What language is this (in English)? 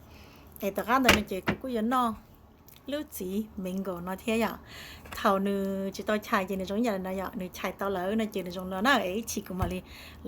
Hmong